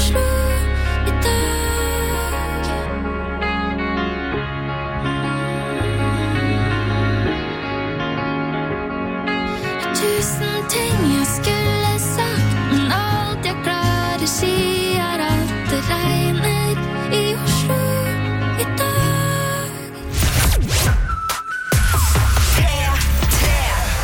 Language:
Norwegian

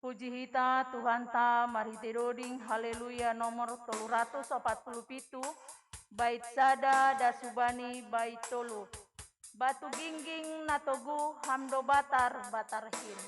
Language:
Batak Simalungun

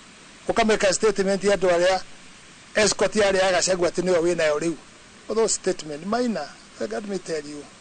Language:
Kikuyu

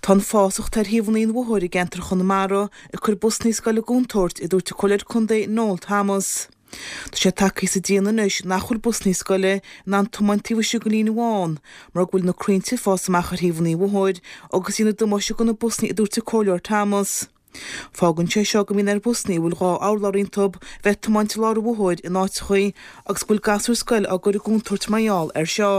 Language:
Irish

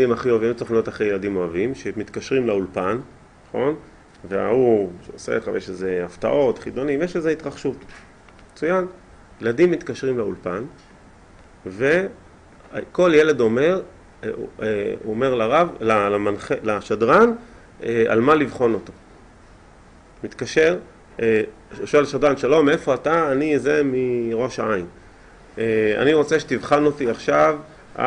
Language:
Hebrew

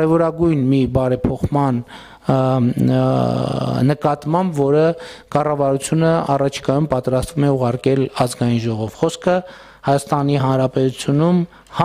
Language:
Armenian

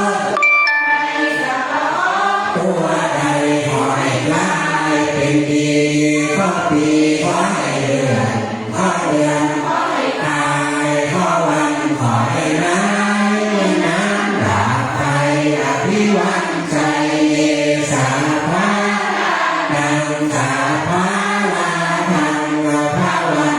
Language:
Pali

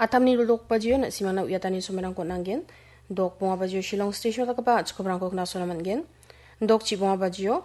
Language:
Garo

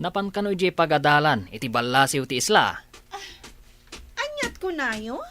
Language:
Iloko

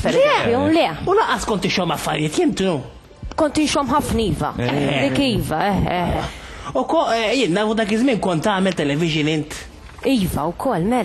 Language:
Maltese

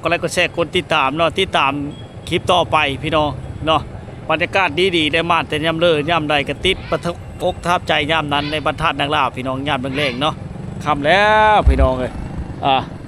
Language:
Lao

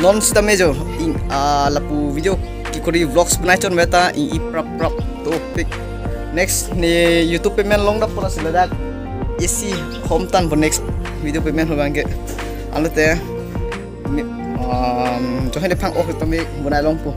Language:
Karbi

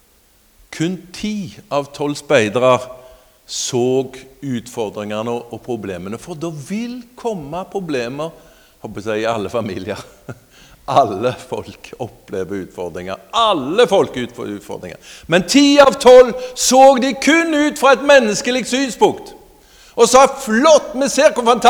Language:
Norwegian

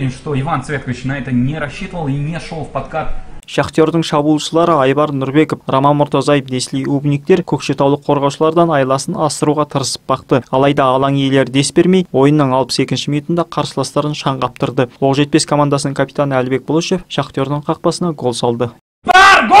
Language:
Kazakh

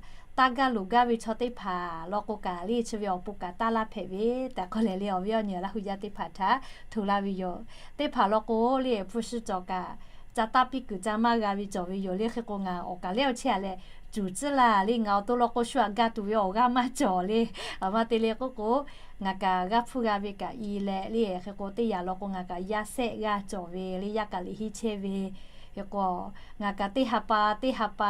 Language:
Lahu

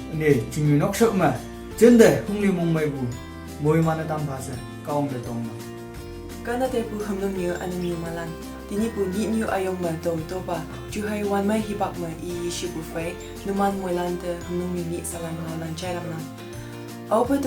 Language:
Konyak Naga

